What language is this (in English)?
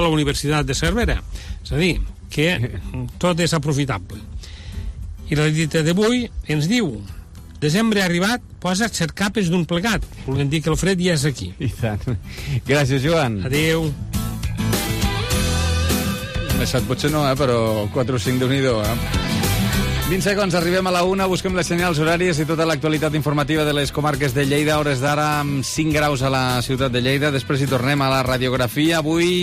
Catalan